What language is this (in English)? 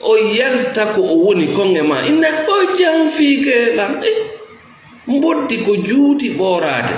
Fula